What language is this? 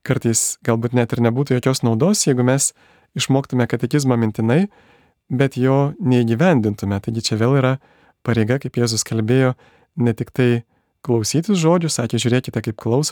Lithuanian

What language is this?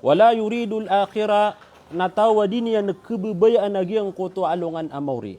Maranao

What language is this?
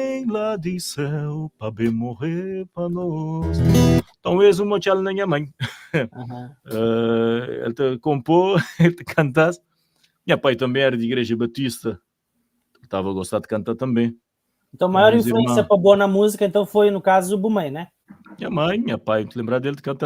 Kabuverdianu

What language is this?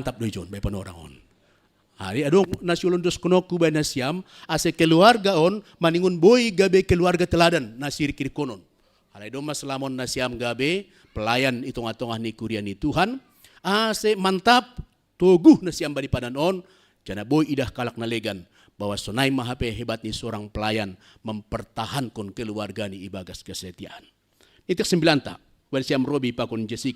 Batak Simalungun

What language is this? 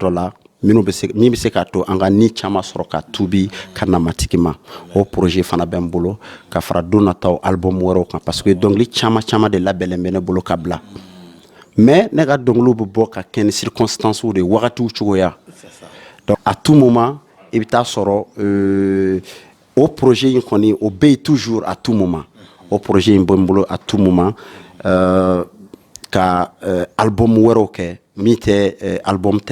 Bambara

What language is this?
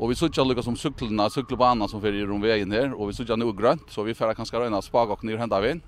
Faroese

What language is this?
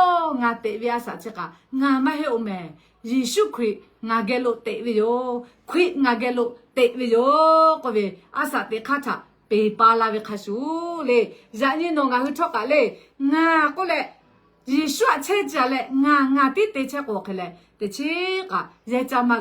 Lahu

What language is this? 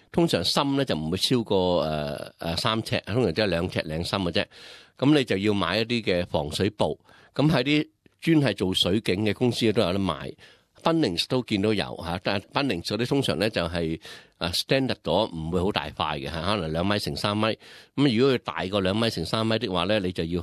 Cantonese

